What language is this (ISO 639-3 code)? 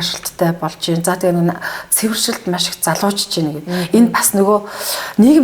mon